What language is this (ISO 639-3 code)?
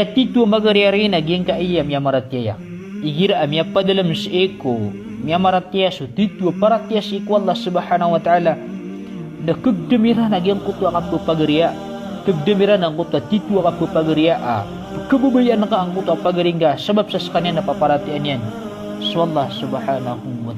mrw